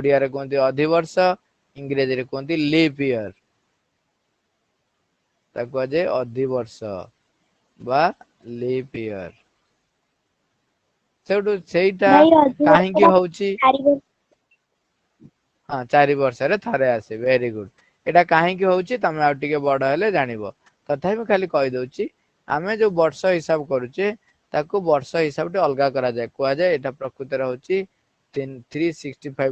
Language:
Odia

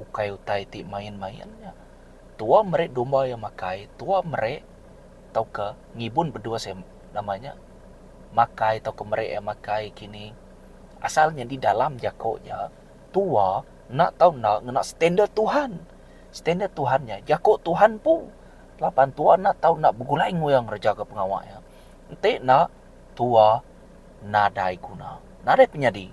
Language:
Iban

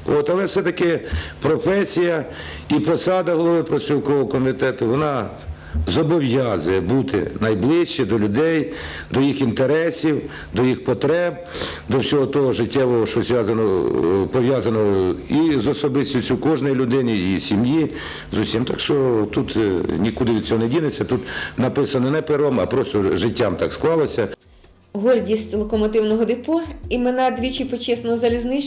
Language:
Ukrainian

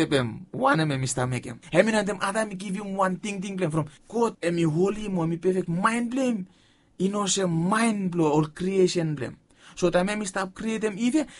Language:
Bislama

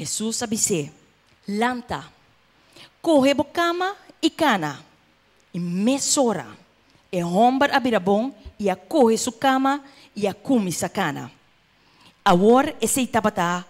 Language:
Papiamento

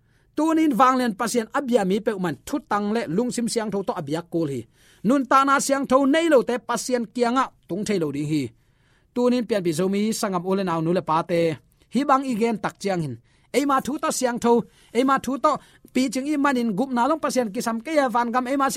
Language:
Tedim Chin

